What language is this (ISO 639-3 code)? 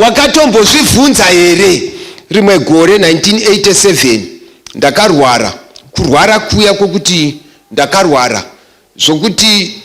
sna